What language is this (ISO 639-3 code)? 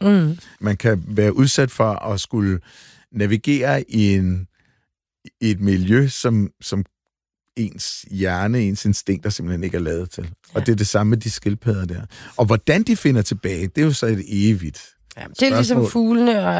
dan